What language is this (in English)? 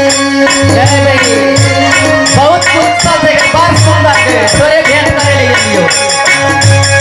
Maithili